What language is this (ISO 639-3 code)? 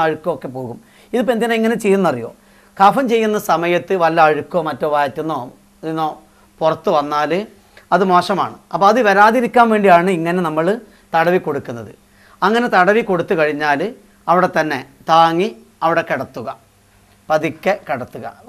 mal